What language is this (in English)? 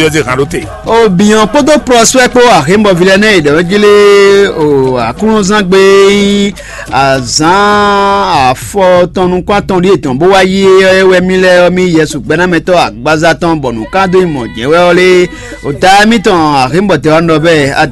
Fon